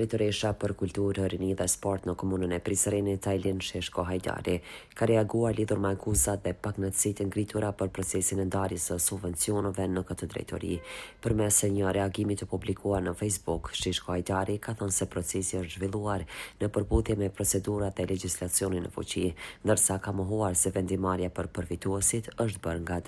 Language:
Albanian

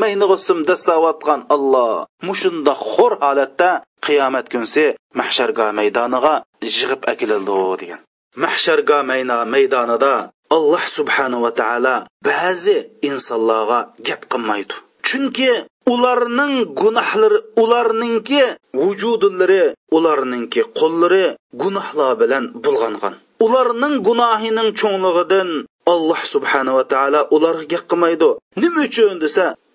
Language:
Uyghur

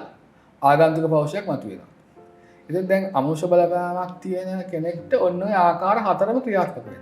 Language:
Sinhala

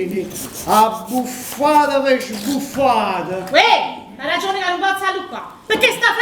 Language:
Neapolitan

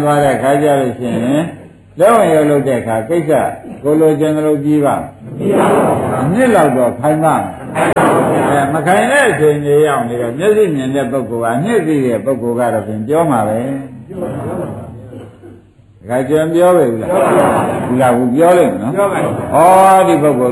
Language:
Burmese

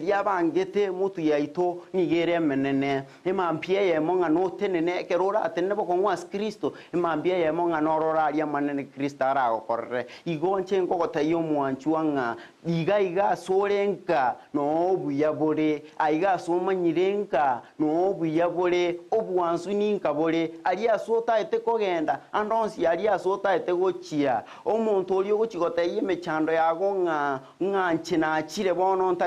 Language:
Gusii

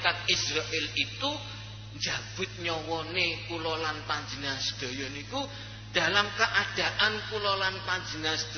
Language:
Javanese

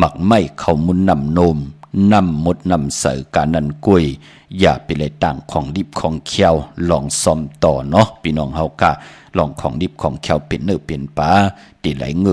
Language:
Shan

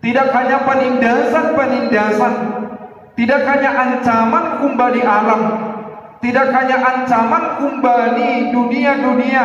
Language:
Batak Simalungun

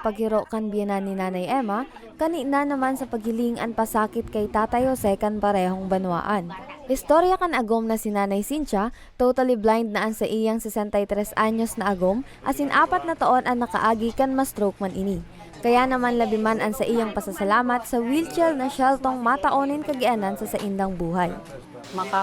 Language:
Bikol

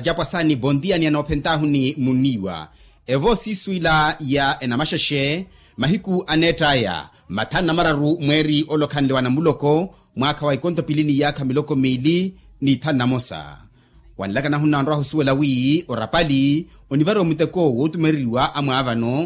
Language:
Makhuwa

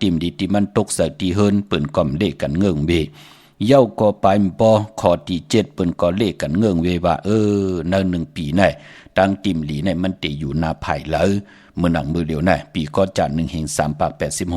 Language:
Shan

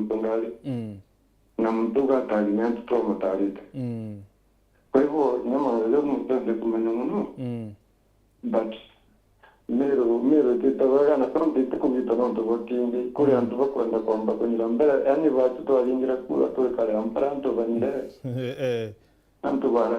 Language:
Meru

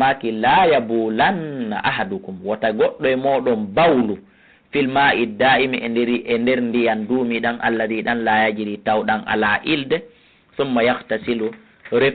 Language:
Fula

